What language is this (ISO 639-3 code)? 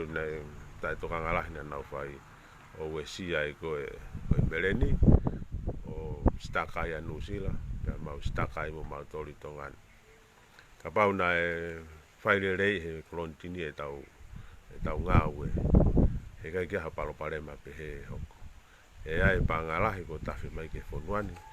ton